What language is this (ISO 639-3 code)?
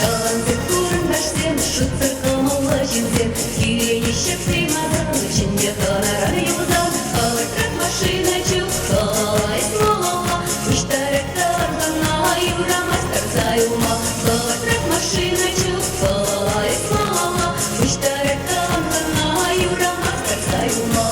chv